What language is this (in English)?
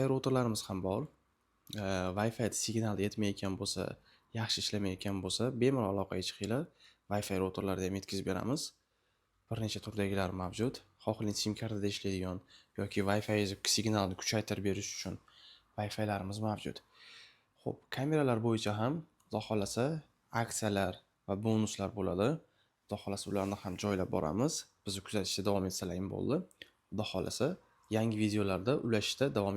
Uzbek